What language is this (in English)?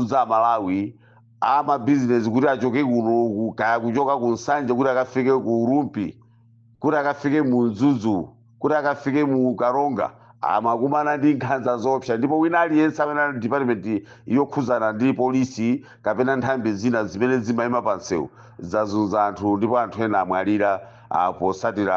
Nyanja